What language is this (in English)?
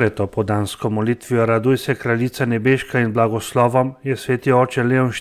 Slovenian